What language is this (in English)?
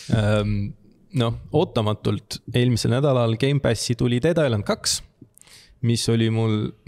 Estonian